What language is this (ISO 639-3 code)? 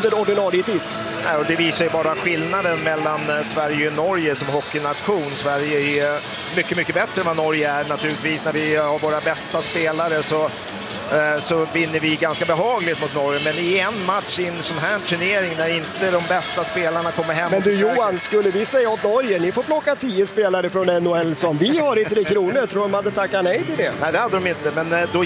swe